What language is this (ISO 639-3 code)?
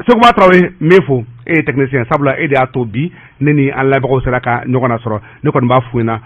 bam